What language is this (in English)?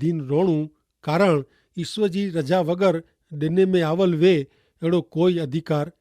Kachhi